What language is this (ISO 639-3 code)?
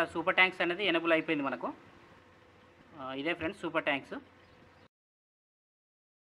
tel